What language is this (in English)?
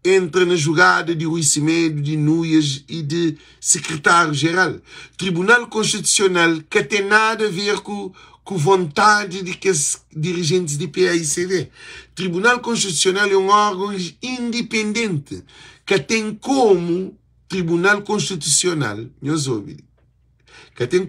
Kabuverdianu